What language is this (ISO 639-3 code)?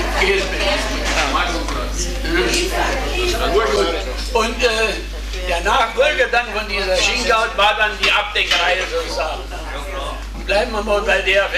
deu